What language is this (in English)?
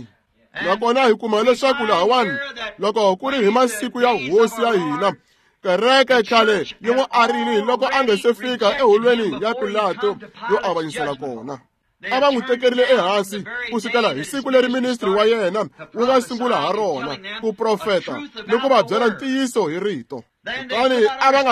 Tsonga